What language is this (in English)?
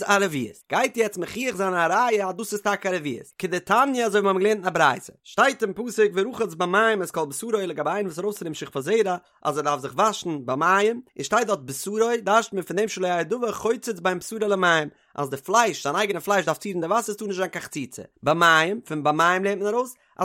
Yiddish